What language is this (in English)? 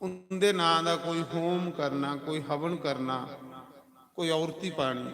Dogri